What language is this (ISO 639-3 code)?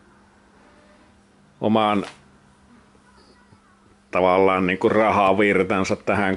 fin